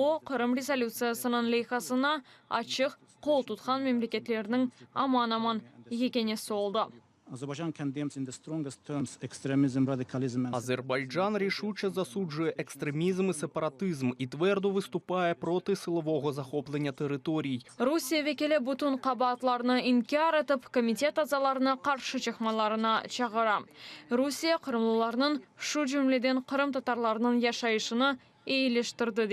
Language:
Crimean Tatar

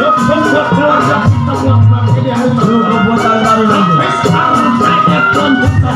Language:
Betawi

